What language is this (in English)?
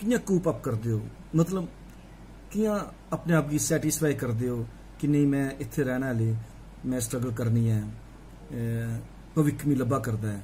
Dogri